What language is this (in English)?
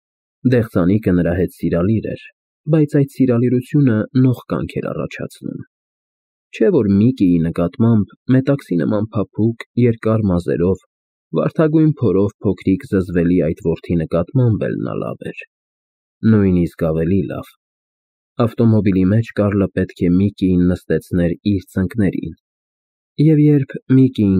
Armenian